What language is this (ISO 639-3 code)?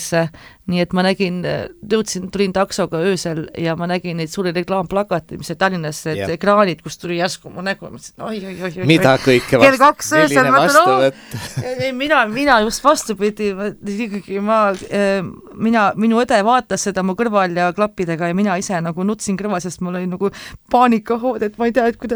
est